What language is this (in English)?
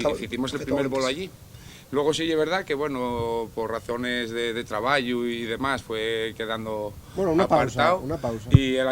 Asturian